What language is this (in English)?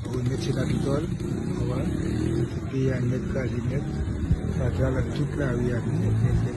Haitian Creole